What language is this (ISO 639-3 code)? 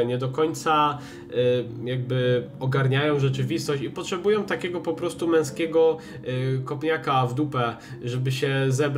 pol